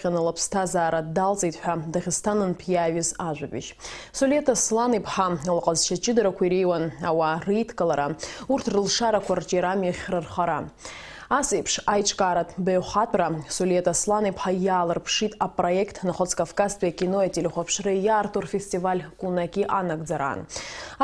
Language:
Abkhazian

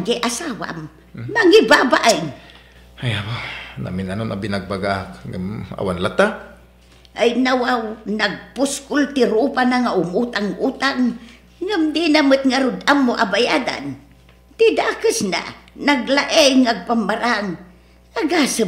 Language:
Iloko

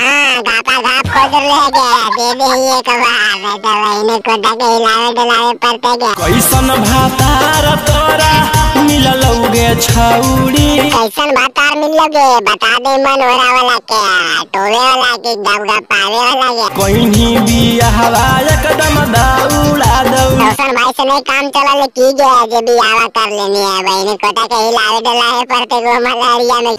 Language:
Magahi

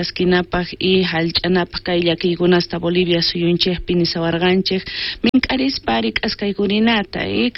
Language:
South Bolivian Quechua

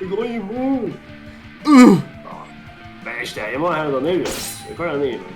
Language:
Faroese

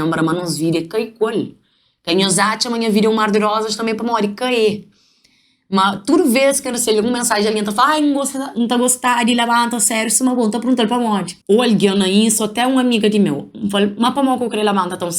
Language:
Kabuverdianu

